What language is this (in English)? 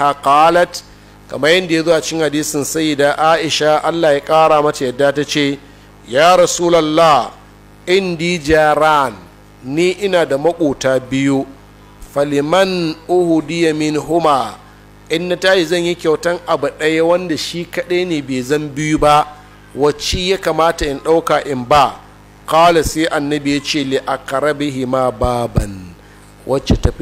Hausa